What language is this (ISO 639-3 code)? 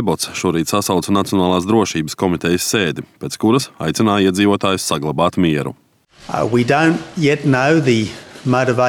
lav